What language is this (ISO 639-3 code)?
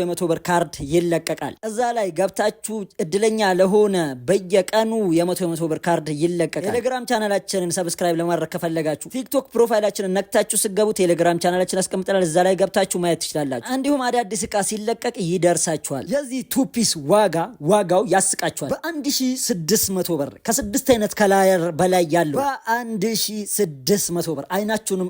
amh